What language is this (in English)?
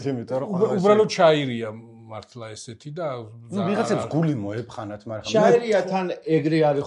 Georgian